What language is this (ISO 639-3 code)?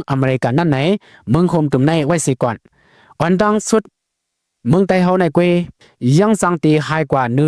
shn